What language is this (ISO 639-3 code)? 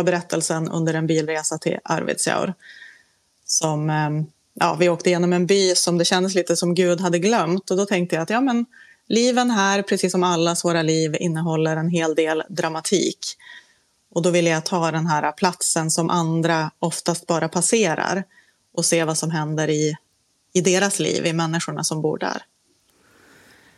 swe